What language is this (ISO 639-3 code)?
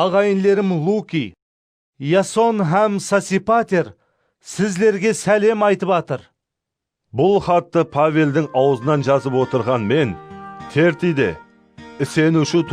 kaa